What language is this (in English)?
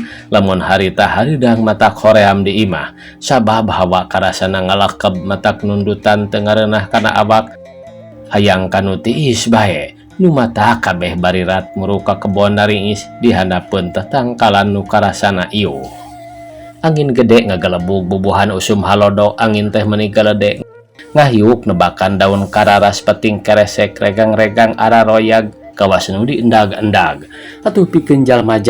Sundanese